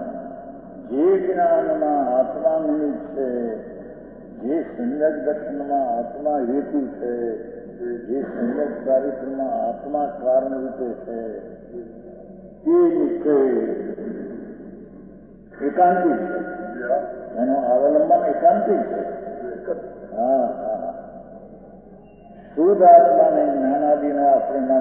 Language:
Gujarati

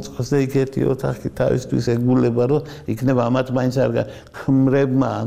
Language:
Georgian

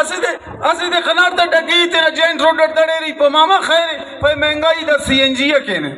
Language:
Brahui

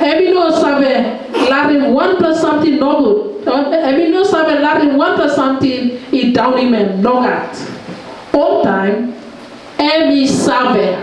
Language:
Tok Pisin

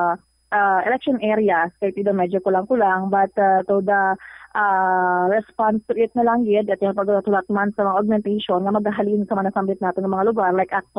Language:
Hiligaynon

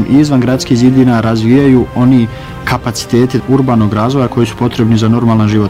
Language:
Bosnian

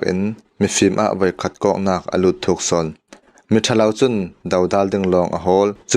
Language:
Falam Chin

